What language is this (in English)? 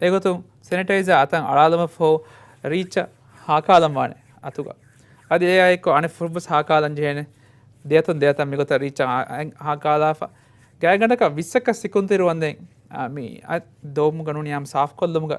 Divehi